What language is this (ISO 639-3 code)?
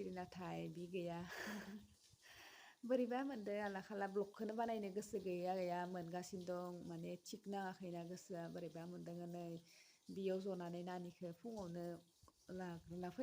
brx